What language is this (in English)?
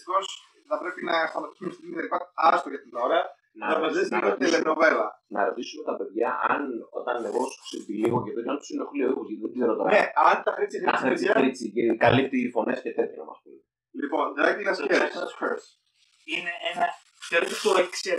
Greek